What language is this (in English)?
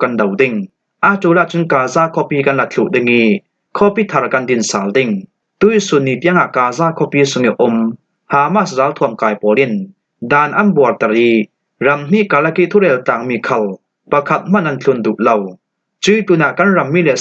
Falam Chin